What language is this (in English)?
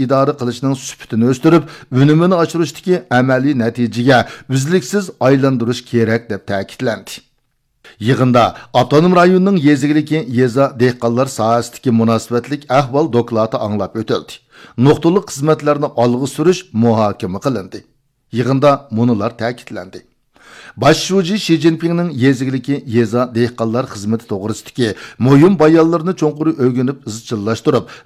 Uyghur